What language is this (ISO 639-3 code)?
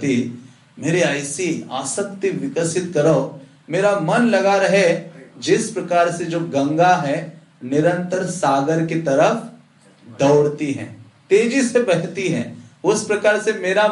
hin